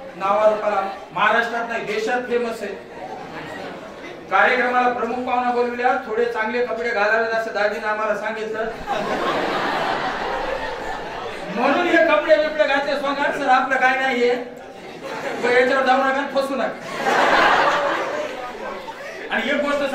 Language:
Marathi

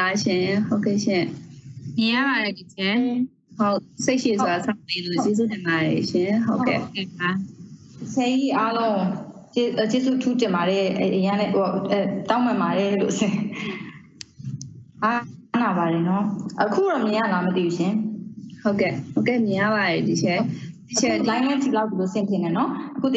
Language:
Burmese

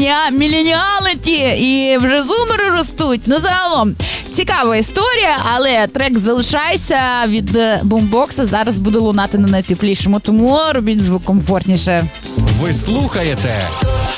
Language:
Ukrainian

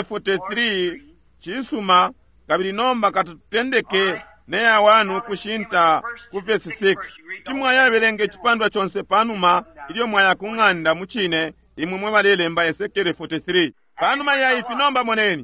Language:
Bemba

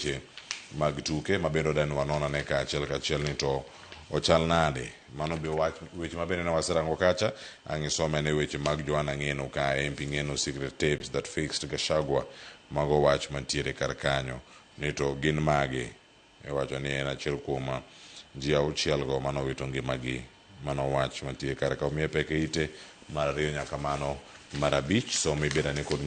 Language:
Luo (Kenya and Tanzania)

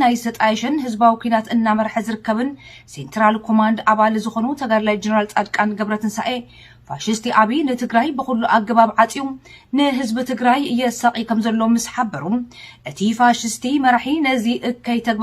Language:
Tigrinya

